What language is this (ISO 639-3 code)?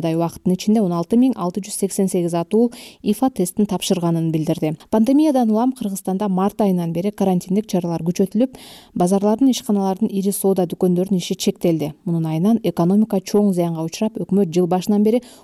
kir